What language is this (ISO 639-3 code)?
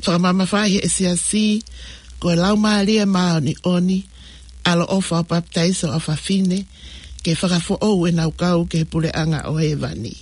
ton